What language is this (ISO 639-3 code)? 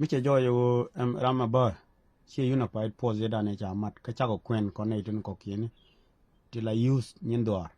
nus